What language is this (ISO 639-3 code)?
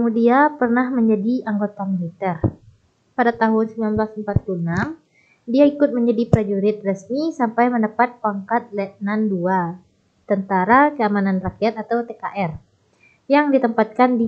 ind